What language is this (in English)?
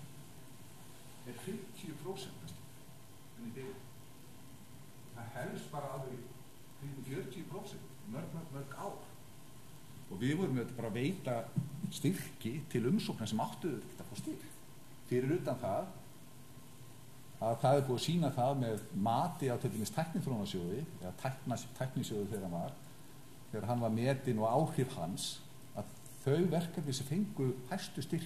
Icelandic